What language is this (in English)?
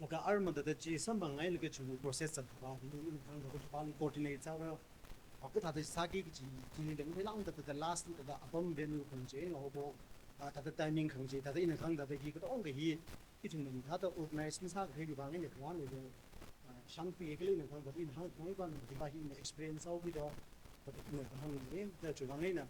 Tangkhul Naga (India)